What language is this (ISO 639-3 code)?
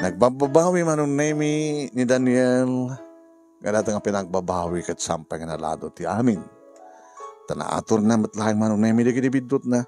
ilo